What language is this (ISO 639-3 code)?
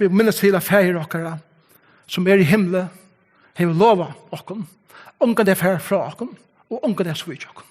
fao